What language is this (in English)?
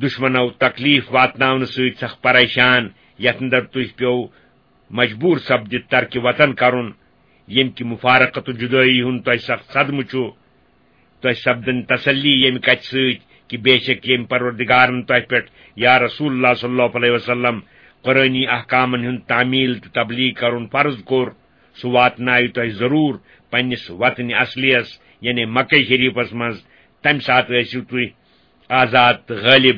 Kashmiri